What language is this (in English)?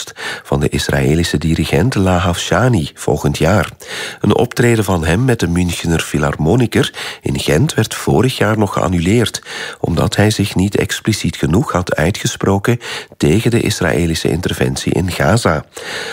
Dutch